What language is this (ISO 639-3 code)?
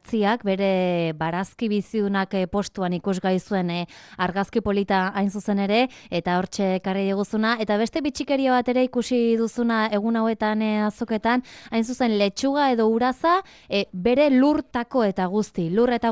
eus